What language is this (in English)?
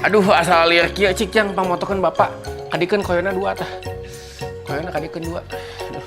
Sundanese